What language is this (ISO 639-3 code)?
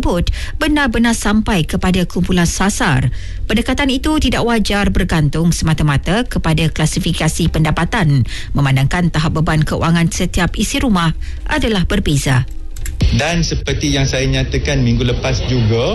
msa